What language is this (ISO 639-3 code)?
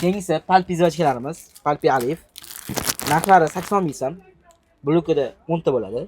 uzb